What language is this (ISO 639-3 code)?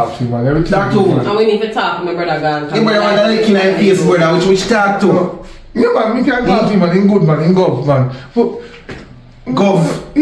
jam